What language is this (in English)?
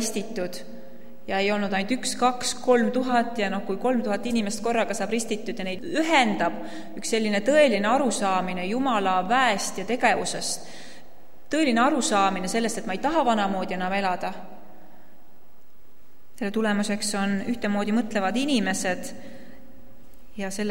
Estonian